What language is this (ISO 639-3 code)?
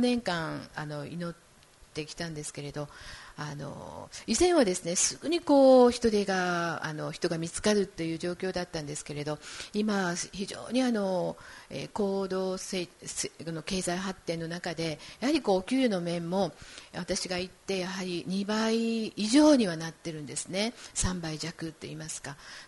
jpn